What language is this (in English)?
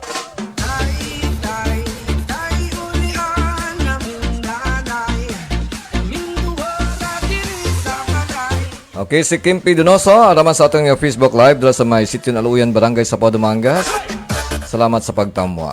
Hiligaynon